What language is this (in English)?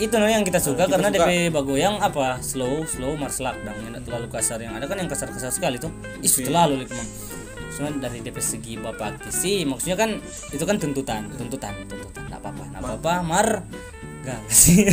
Manado Malay